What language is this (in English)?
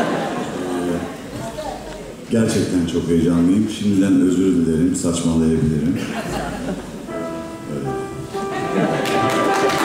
Turkish